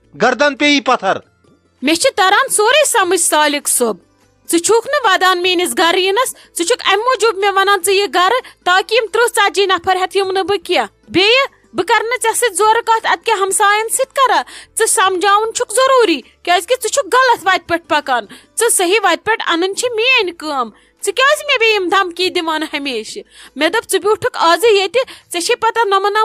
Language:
Kashmiri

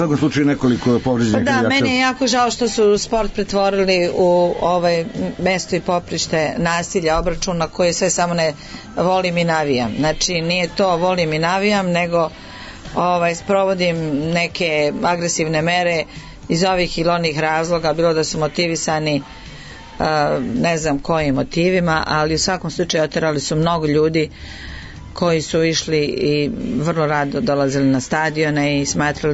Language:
Serbian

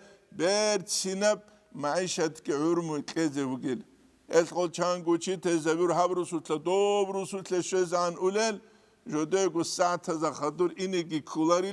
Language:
Avaric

